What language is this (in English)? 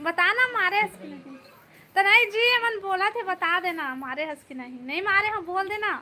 Chhattisgarhi